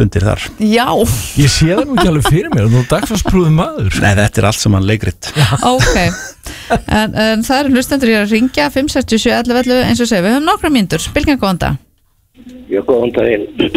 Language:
Icelandic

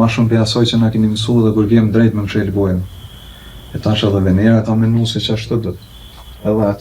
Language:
Albanian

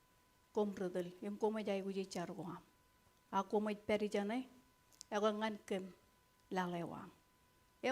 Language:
Marshallese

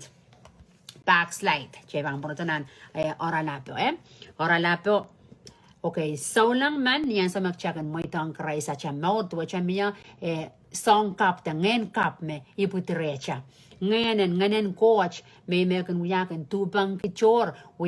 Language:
Pohnpeian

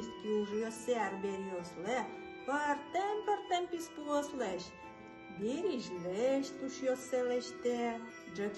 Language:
Udmurt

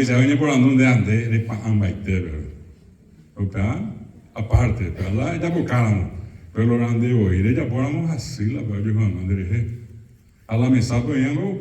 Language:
Guarani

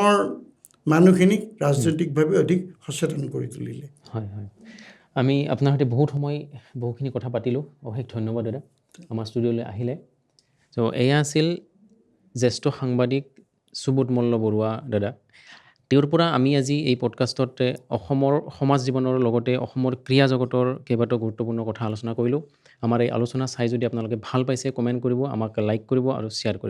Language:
Assamese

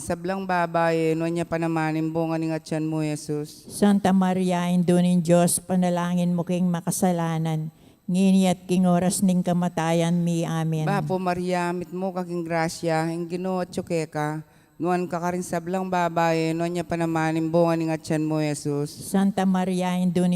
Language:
Pampanga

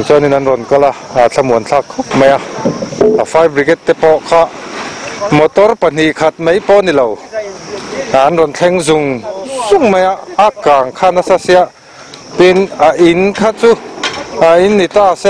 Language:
Mizo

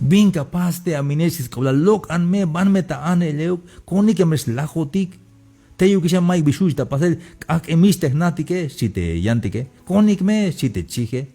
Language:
Tzeltal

